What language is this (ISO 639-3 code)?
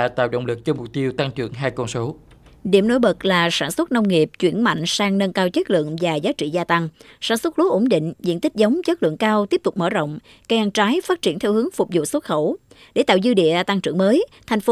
vie